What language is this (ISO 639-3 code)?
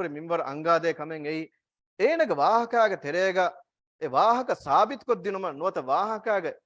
div